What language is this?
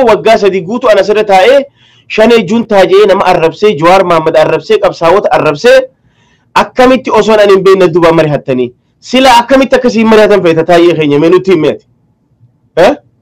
Oromo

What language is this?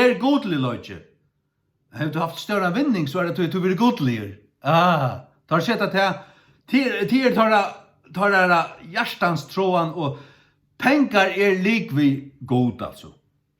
Faroese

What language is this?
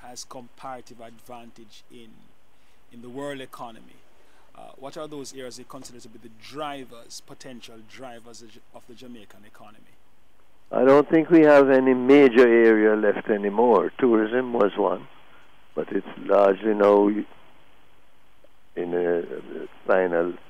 English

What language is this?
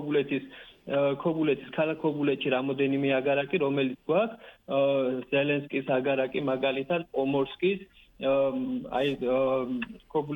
Georgian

